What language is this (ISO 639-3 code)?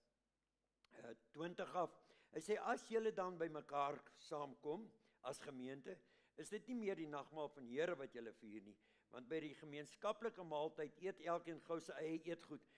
afr